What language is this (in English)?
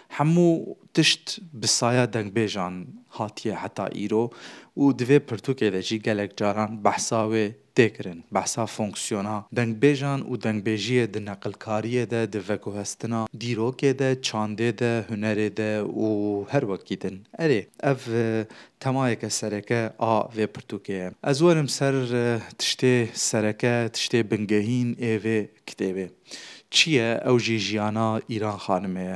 Kurdish